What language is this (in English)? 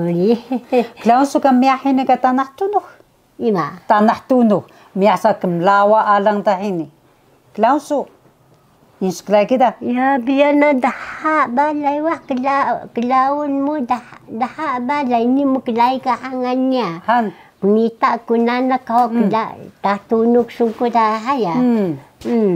Taroko